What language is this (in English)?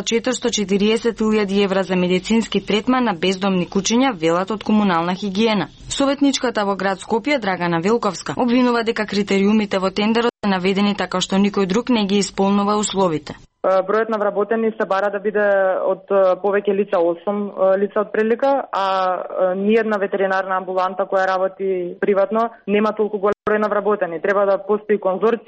Macedonian